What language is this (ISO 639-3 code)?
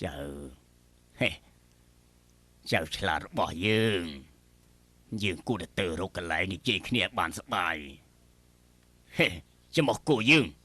khm